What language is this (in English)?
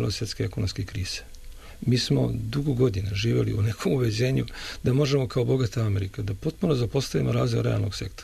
Serbian